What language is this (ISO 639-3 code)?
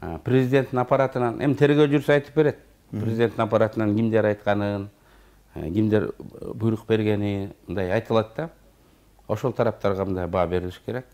kir